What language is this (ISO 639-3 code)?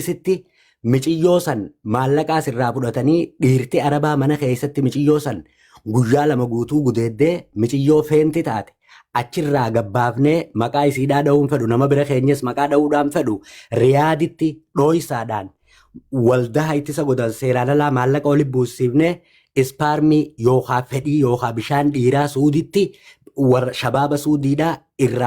orm